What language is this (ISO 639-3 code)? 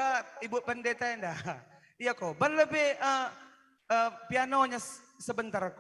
btx